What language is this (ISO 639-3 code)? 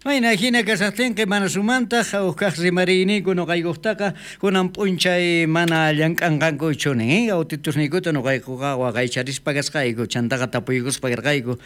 quh